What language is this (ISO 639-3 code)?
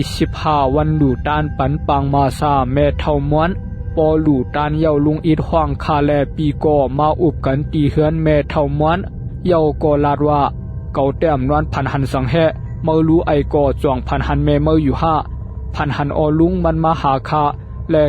shn